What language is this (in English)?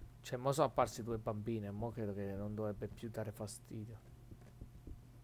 Italian